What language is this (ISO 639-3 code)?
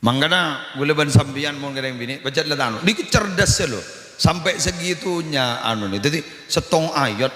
mad